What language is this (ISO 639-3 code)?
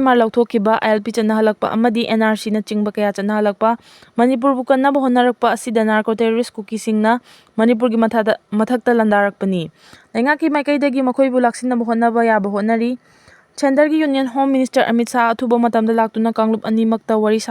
mni